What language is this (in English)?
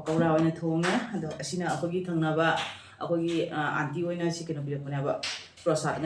Manipuri